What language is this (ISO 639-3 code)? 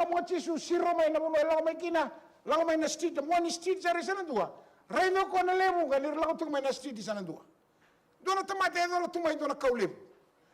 fij